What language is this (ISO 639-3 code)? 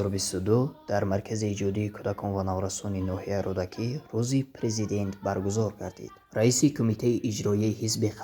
tgk